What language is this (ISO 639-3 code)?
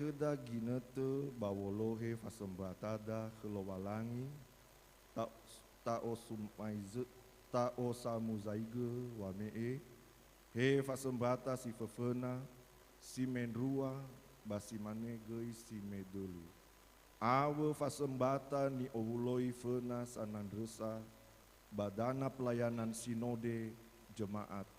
nia